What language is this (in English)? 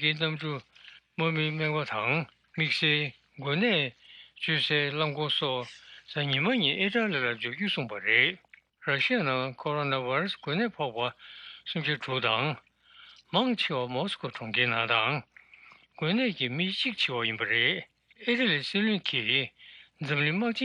Tibetan